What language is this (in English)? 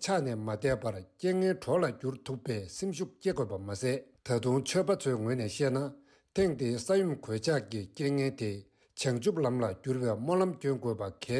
Tibetan